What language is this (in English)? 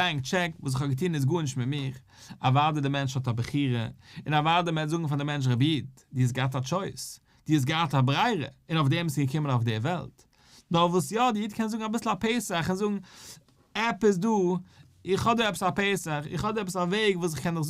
Yiddish